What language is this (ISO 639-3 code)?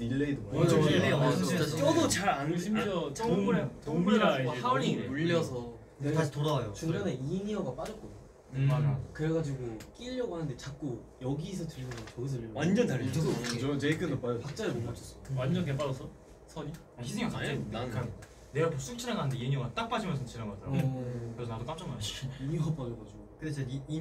kor